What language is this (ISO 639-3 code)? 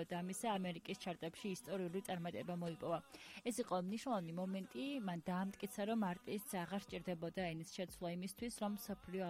kat